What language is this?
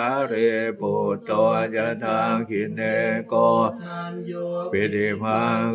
Pali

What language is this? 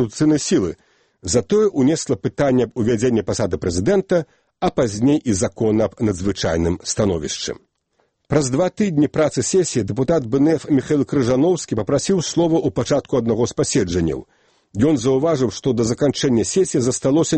Belarusian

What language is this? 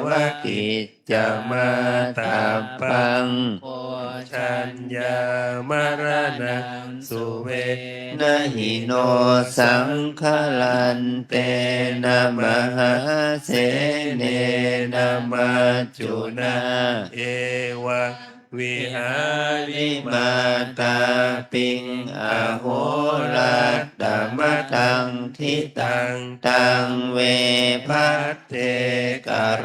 Pali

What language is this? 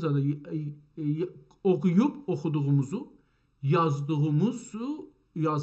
South Azerbaijani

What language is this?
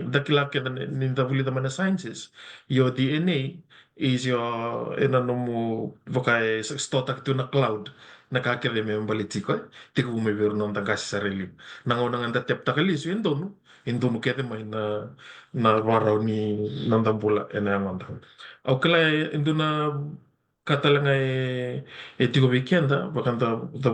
Fijian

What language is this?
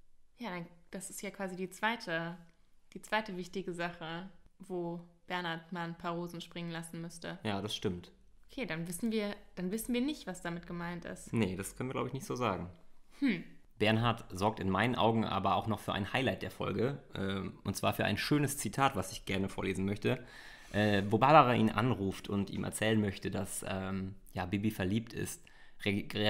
German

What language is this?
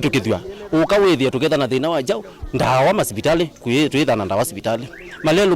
Kamba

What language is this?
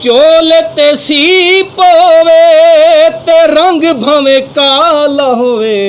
Saraiki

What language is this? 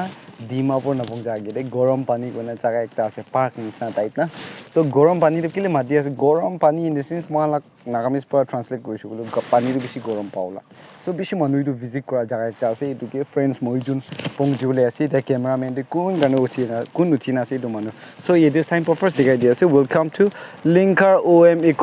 Naga Pidgin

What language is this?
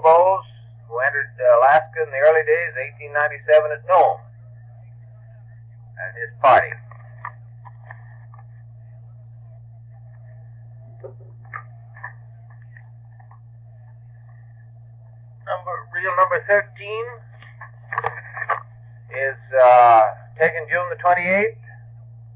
English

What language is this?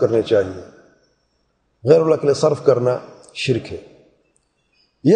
Urdu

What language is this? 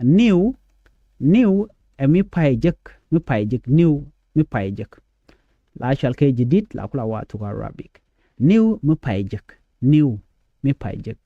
Nuer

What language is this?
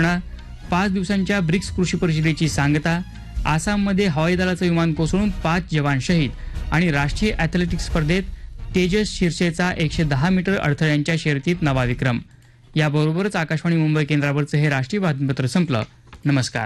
Marathi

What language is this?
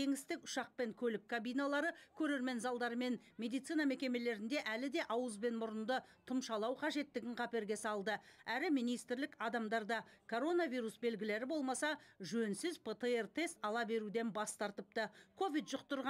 Kazakh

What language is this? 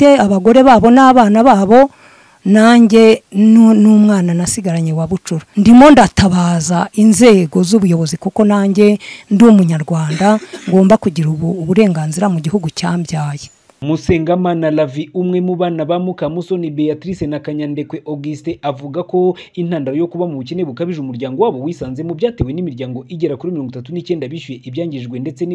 Kinyarwanda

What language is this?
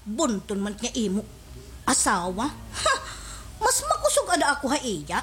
Waray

